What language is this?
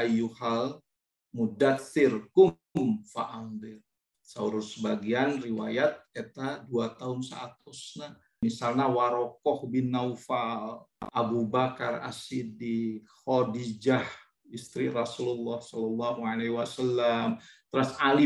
Sundanese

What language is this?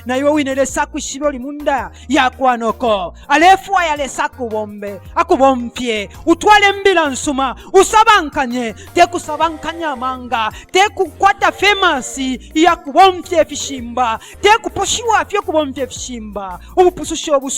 Bemba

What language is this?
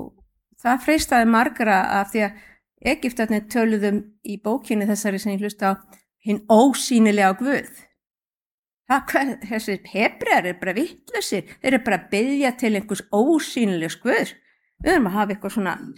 Icelandic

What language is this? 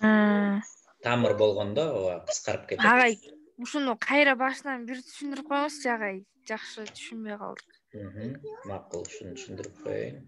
Kyrgyz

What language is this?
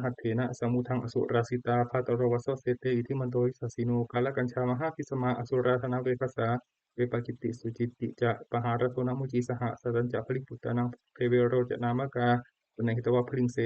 Pali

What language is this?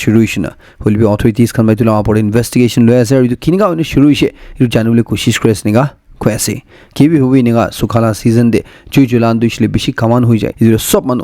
Naga Pidgin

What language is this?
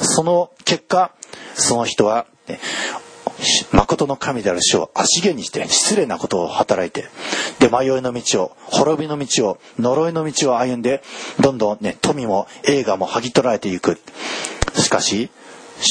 Japanese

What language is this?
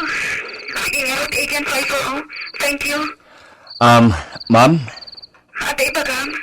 Iloko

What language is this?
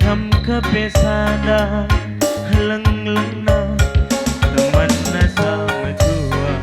Batak Karo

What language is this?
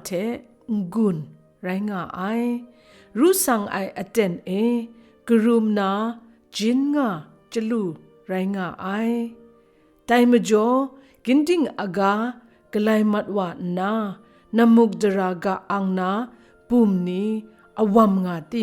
Kachin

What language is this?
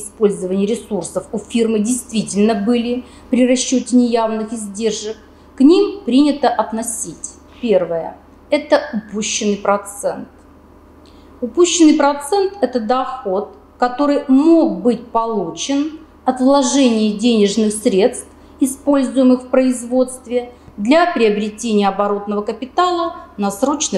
Russian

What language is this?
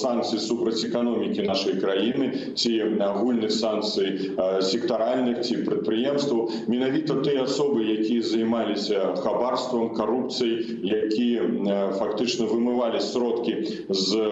Belarusian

